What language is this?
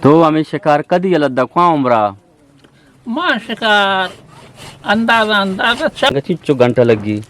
Eastern Balochi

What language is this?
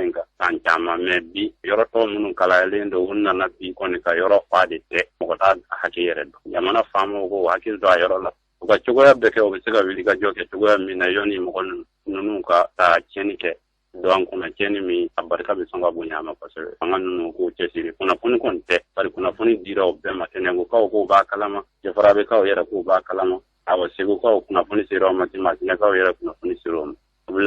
Bambara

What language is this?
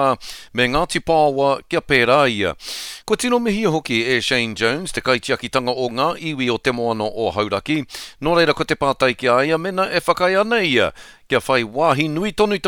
Māori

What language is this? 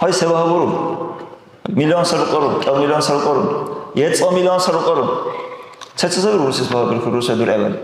Dargwa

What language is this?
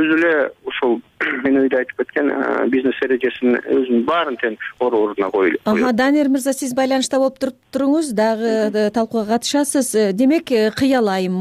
Kyrgyz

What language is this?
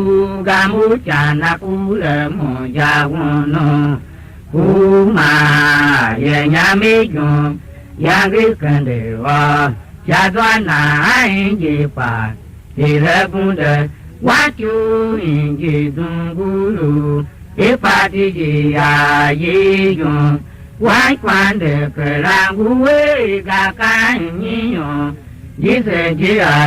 Tiv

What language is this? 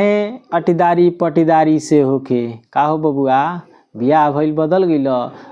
Bhojpuri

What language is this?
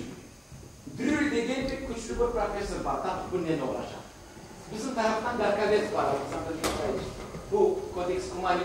Crimean Tatar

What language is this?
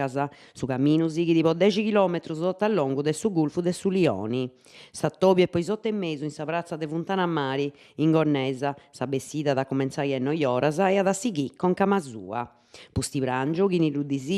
Sardinian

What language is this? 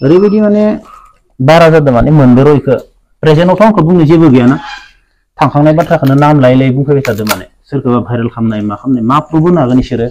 Bodo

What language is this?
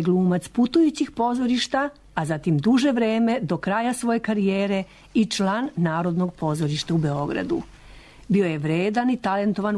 Serbian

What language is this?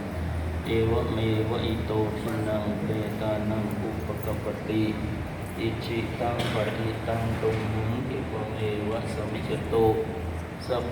Pali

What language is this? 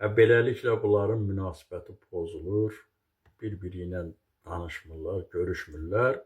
Azerbaijani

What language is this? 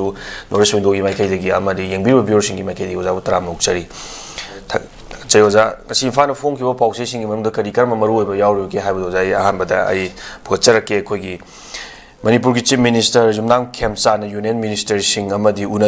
Manipuri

